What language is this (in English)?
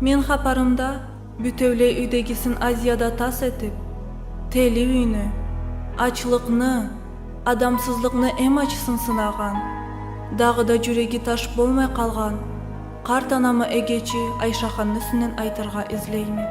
Karachay-Balkar